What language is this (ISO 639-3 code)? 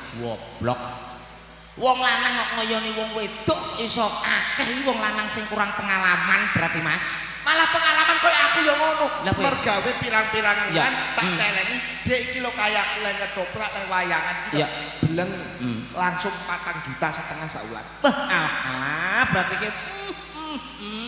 jav